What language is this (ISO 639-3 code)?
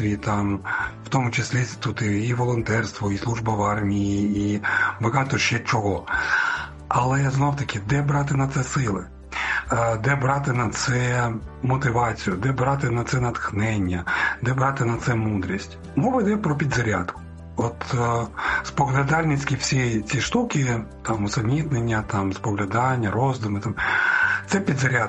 ukr